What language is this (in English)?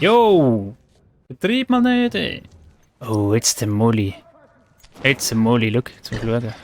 Swiss German